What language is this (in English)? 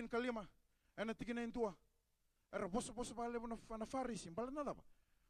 Fijian